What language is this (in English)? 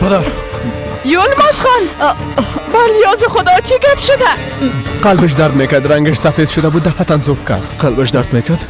Persian